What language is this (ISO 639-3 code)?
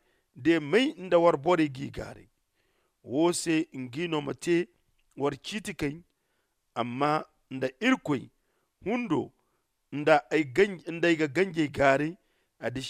dje